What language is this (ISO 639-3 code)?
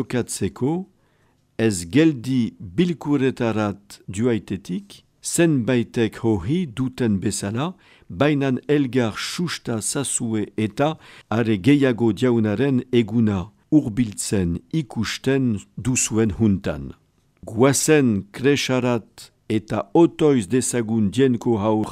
eus